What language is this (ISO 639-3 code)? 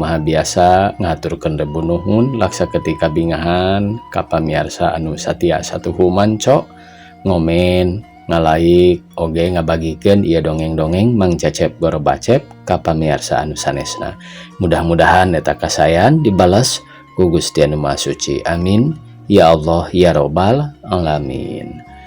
sun